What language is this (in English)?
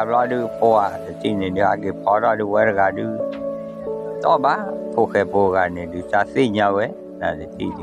S'gaw Karen